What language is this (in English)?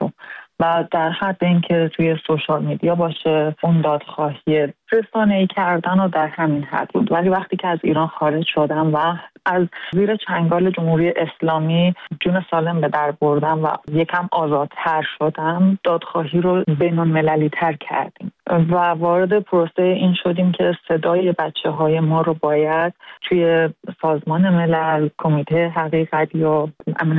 Persian